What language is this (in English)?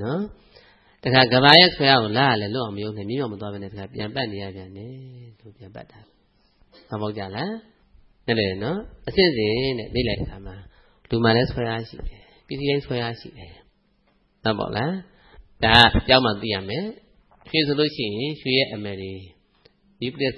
Burmese